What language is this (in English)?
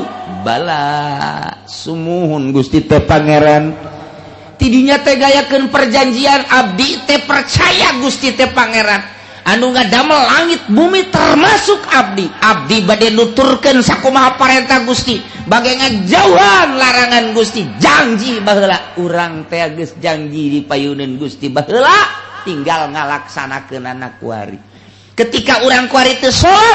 Sundanese